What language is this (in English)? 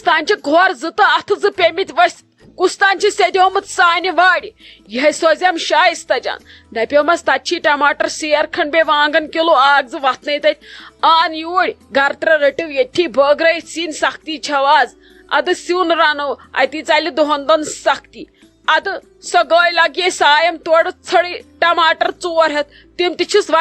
Kashmiri